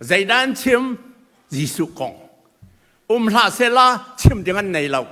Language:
Hakha Chin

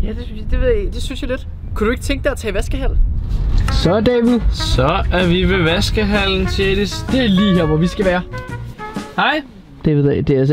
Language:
Danish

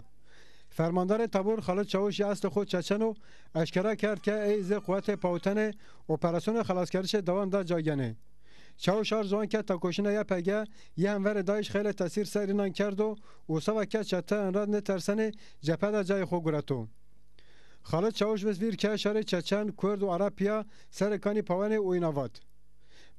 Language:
Zaza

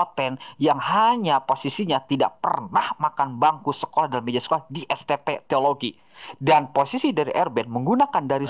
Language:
Indonesian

